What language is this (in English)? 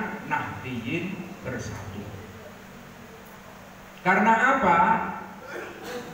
Indonesian